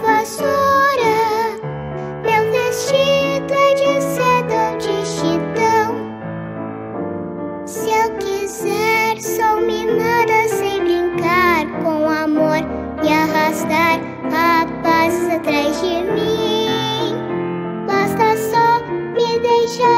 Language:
Portuguese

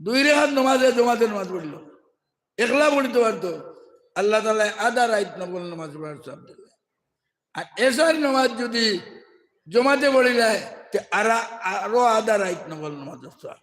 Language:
Sylheti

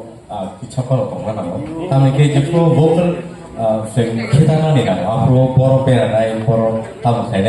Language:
Kok Borok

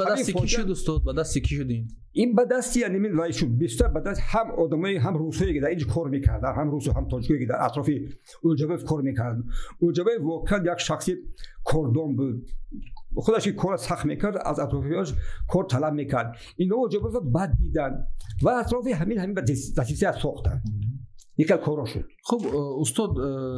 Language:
Tajik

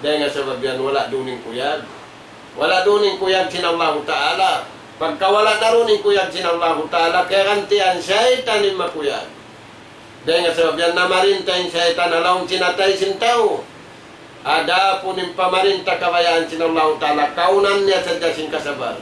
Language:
Tausug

